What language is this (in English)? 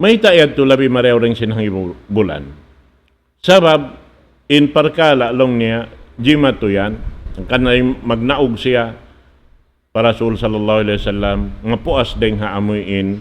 Tausug